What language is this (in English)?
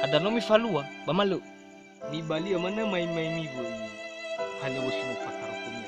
Nias